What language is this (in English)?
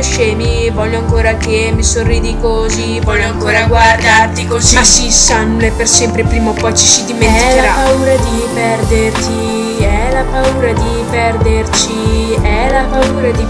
Italian